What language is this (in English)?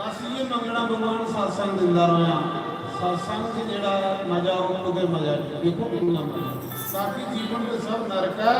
Dogri